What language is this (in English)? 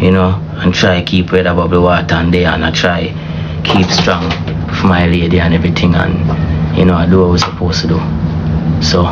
Jamaican Creole English